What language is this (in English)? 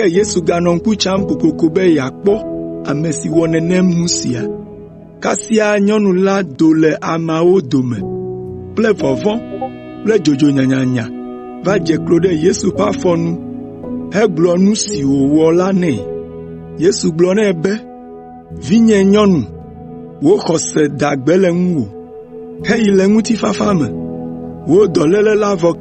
Ewe